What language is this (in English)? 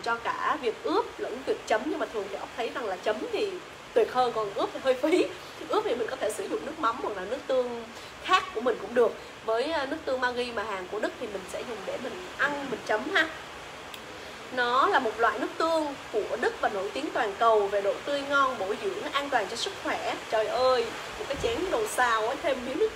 Vietnamese